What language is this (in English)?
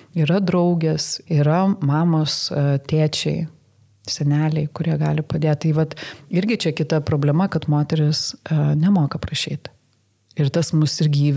Lithuanian